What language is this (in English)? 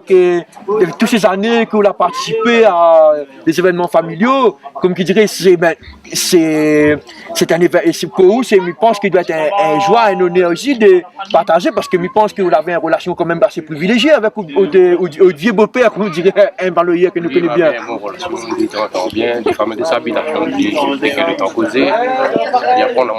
Réunion Creole French